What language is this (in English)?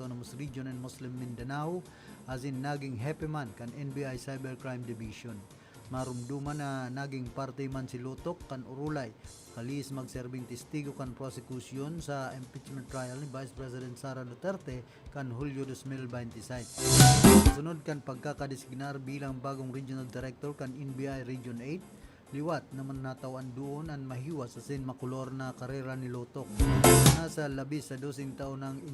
Bikol